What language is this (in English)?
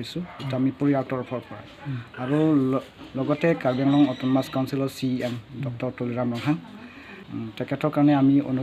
Assamese